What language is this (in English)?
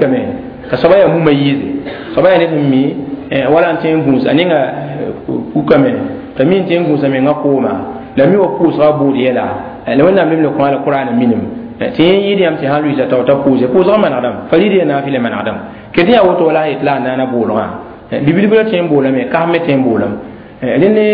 Mossi